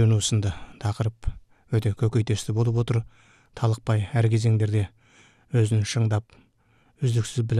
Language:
Kazakh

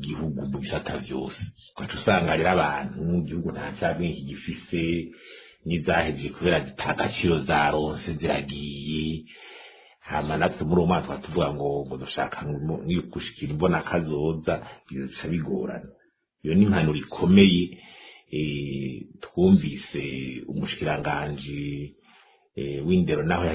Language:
Rundi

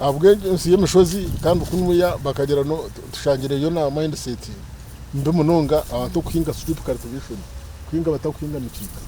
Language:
Nyankole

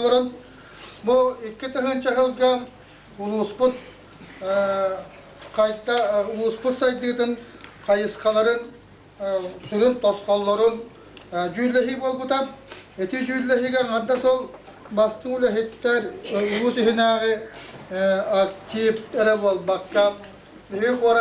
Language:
Yakut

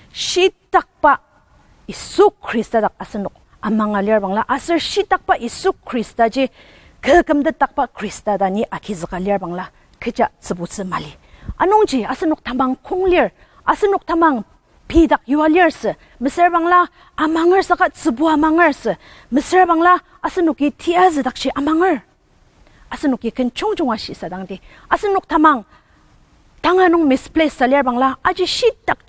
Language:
Ao Naga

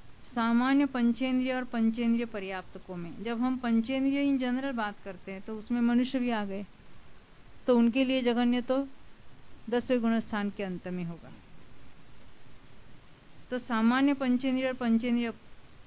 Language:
Hindi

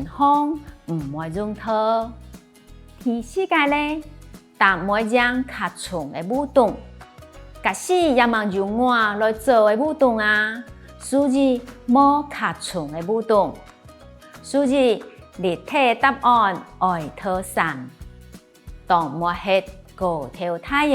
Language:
Hakka Chinese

